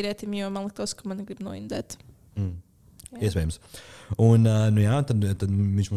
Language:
Latvian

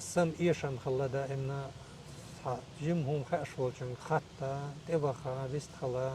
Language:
Chechen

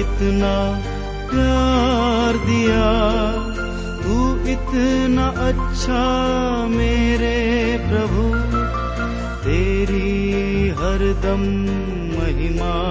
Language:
Hindi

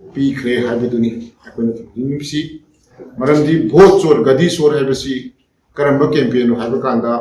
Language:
Manipuri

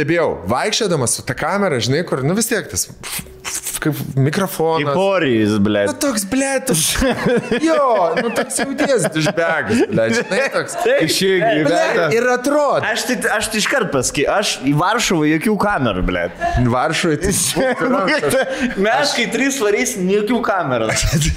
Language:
Lithuanian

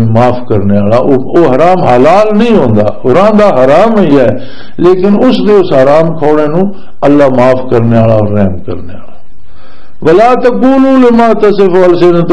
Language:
Western Panjabi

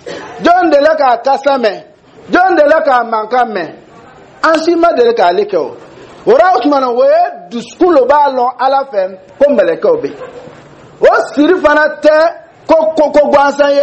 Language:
Dyula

